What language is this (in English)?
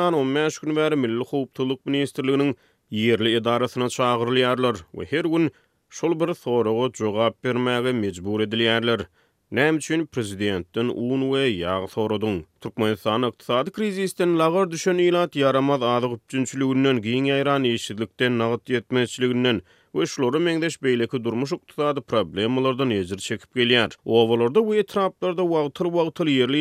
Turkmen